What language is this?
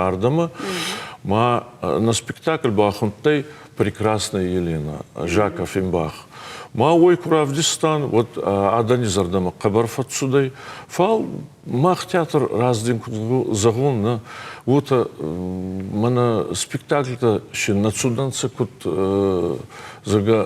Ossetic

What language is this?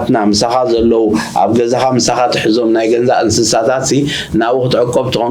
Tigrinya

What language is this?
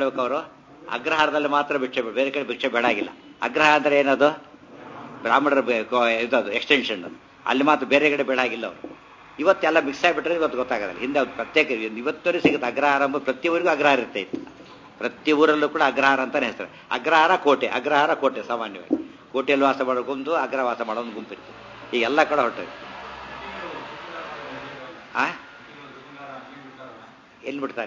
Kannada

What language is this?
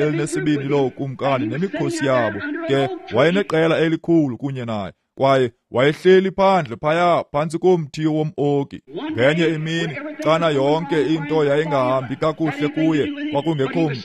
Xhosa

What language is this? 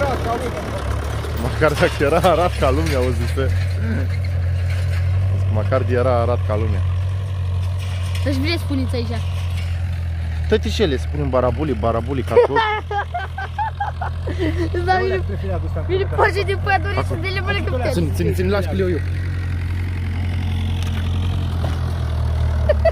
Romanian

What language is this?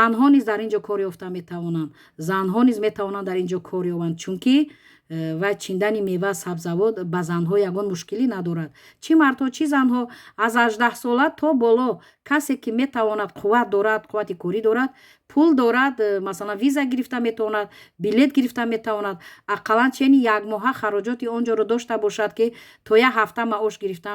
Tajik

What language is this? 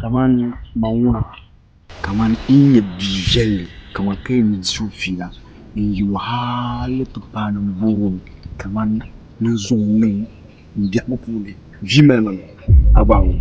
Dagbani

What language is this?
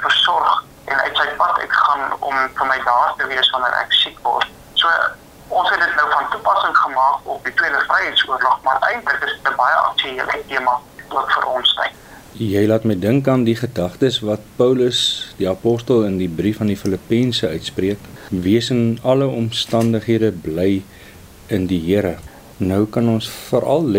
Afrikaans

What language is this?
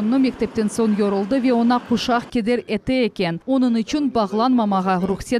Crimean Tatar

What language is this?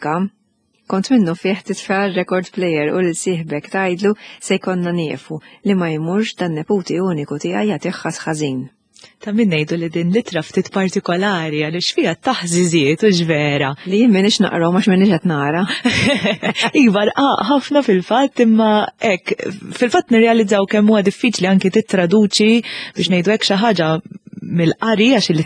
Maltese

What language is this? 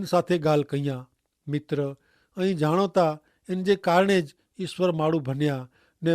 Kachhi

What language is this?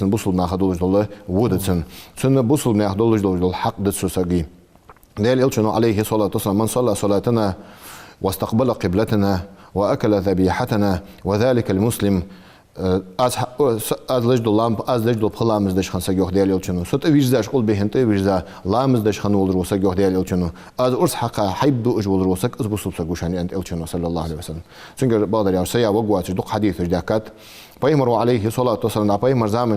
Ingush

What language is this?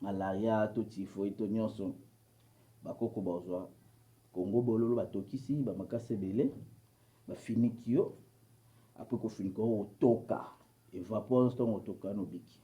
Lingala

